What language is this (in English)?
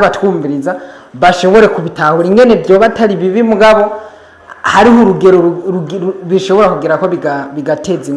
Rundi